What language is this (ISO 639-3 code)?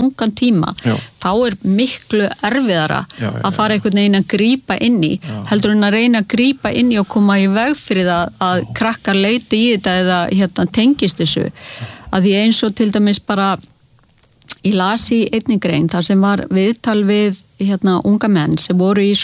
isl